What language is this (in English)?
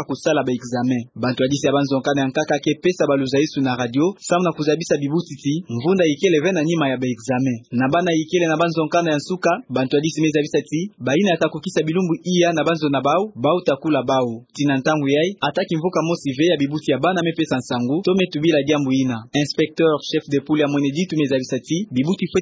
Kituba (Democratic Republic of Congo)